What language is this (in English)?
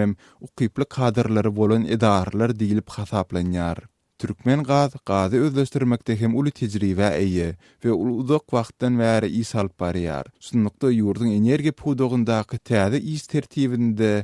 Turkmen